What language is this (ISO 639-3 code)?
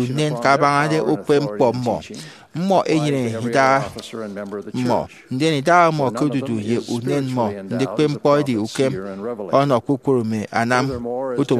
efi